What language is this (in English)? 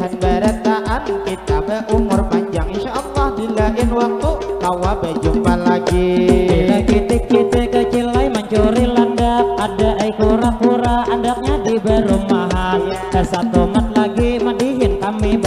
Banjar